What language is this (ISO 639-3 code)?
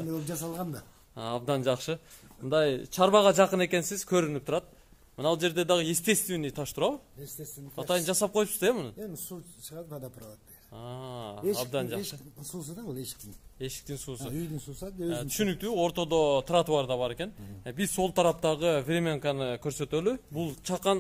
kir